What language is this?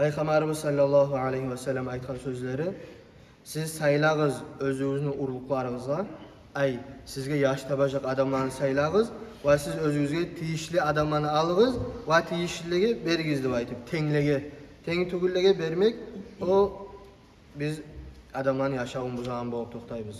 Kumyk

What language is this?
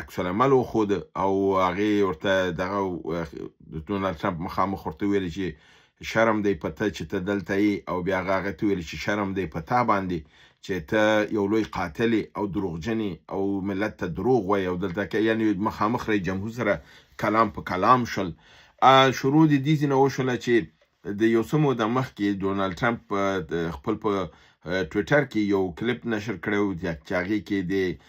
Pashto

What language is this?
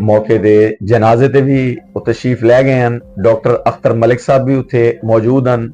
Western Panjabi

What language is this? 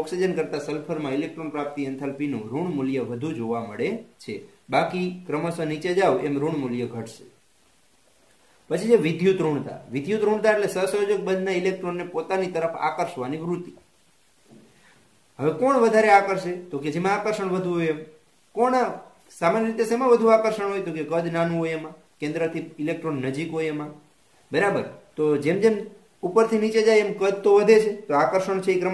Gujarati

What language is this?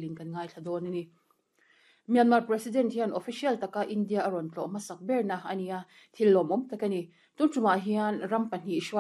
Mizo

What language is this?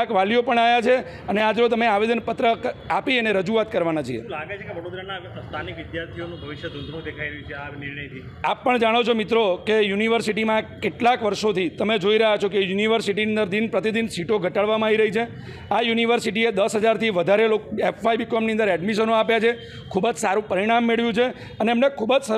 Gujarati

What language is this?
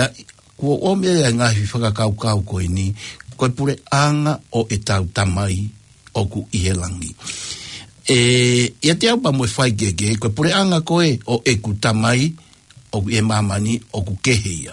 Tongan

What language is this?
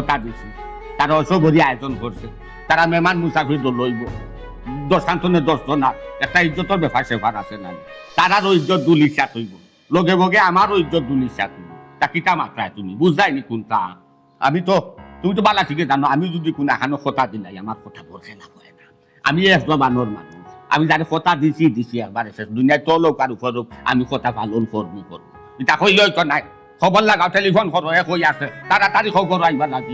Sylheti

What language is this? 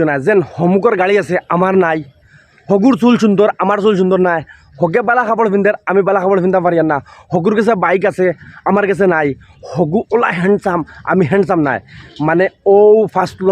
Sylheti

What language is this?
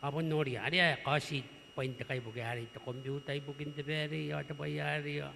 Gilbertese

